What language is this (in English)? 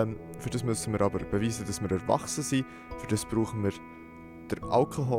Swiss German